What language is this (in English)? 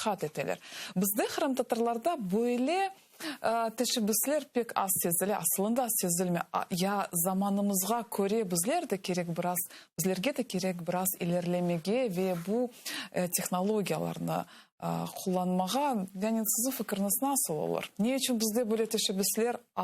Crimean Tatar